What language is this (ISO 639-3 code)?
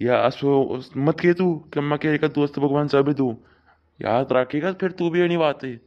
raj